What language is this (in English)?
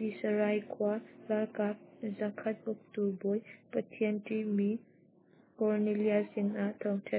Hakha Chin